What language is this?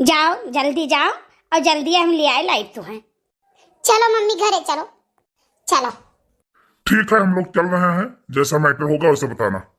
Awadhi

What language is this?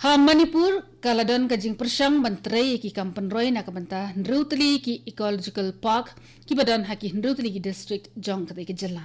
Khasi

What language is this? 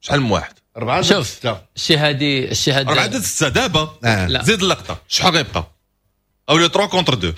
Moroccan Arabic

